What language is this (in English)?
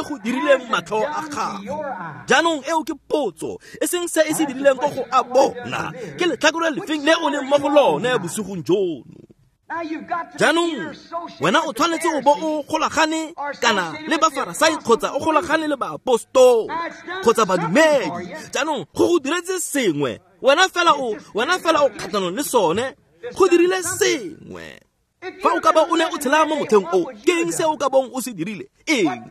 Tswana